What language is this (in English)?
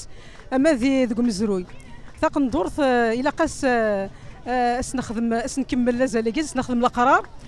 Kabyle